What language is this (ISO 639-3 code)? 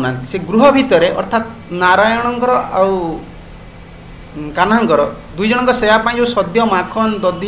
ori